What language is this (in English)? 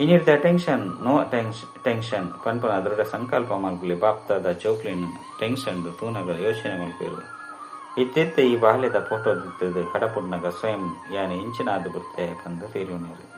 Tulu